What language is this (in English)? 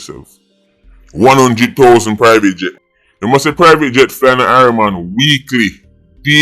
Jamaican Creole English